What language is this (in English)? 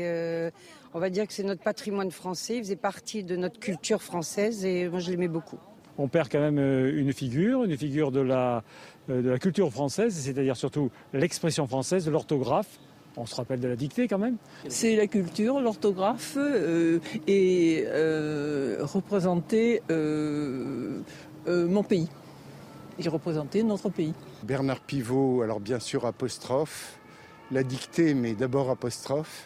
French